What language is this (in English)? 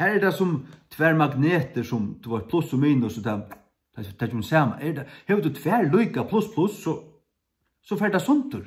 Faroese